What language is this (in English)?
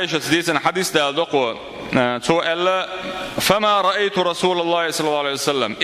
Chechen